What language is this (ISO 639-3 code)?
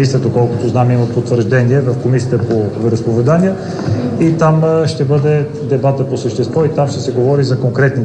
bul